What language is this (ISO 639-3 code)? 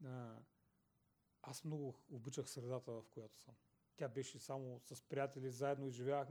bul